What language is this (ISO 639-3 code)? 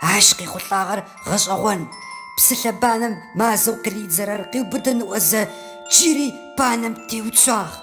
ady